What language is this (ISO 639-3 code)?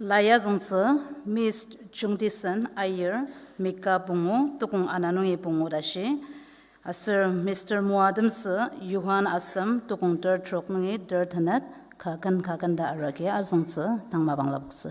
njo